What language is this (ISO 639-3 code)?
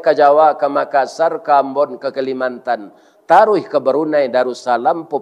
min